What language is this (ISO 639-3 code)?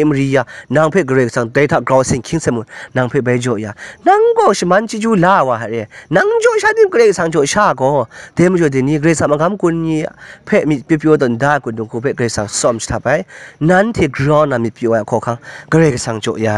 kac